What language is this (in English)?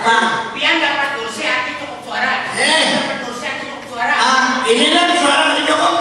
Banjar